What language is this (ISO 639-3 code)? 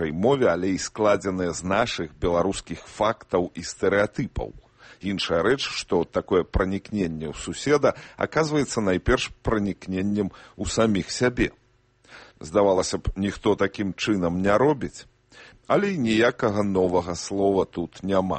bel